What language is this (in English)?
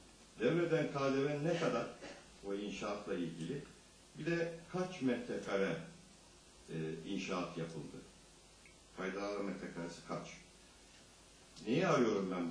Turkish